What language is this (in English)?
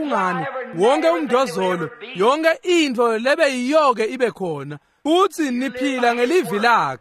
Swati